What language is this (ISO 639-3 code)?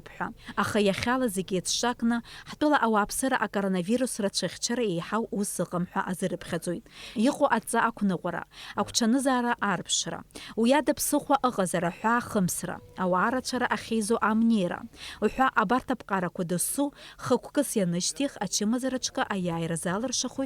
abk